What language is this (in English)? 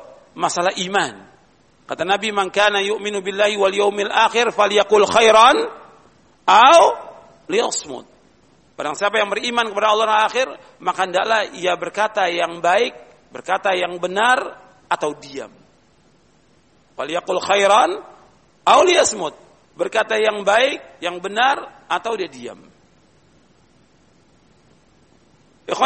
Indonesian